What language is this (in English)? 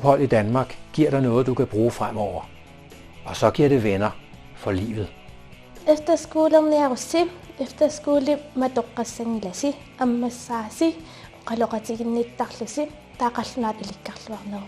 Kalaallisut